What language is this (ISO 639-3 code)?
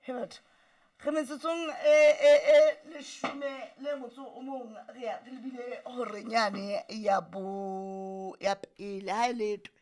sot